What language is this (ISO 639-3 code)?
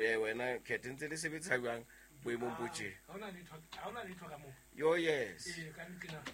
sot